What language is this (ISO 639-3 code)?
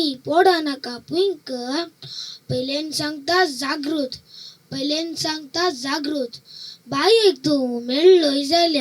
kok